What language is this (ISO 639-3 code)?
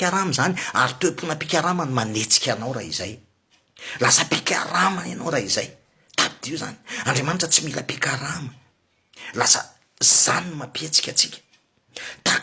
mlg